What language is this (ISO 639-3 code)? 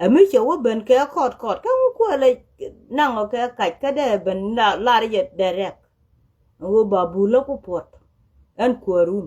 nus